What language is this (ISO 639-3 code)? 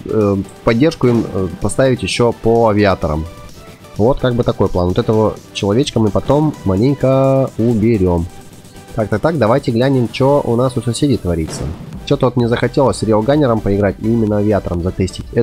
rus